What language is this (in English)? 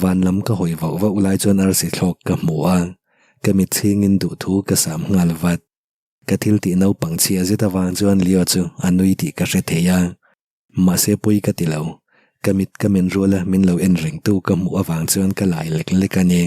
Mizo